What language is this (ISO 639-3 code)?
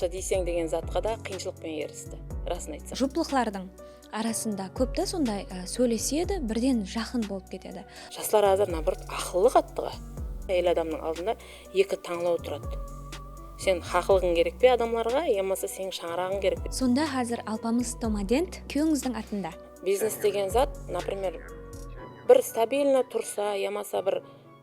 kaa